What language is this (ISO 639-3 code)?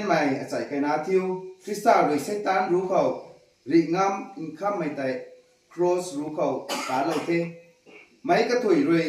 nbu